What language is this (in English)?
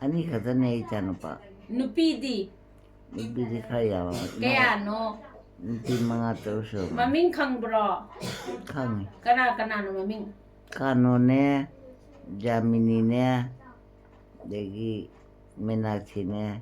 Manipuri